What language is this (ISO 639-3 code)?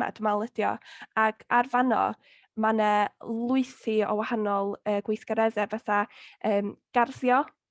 cym